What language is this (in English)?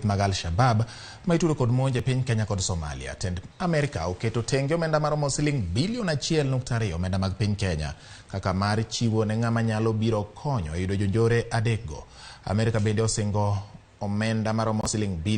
Luo (Kenya and Tanzania)